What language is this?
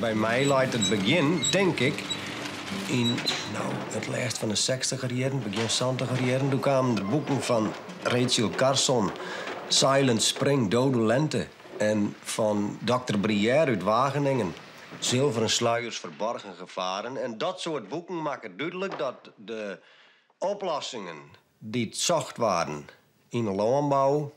Western Frisian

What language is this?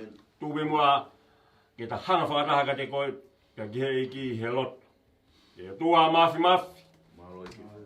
Tongan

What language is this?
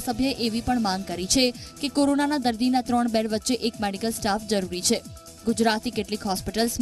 Gujarati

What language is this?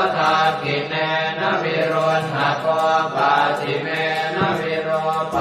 Pali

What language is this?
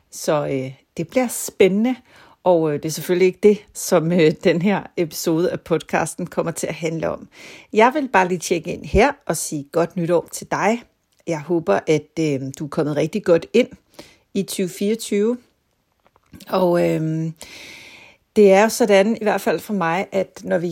Danish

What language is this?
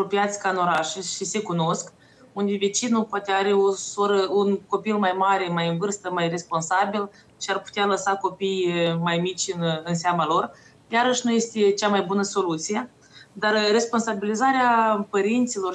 Romanian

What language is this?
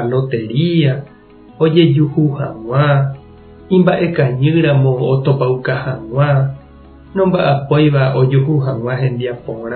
Guarani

